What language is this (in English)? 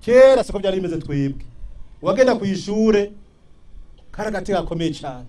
Rundi